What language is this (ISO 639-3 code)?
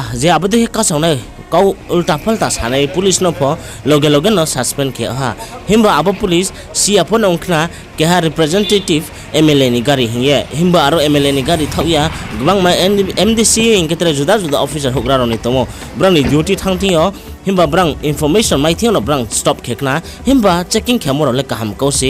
ria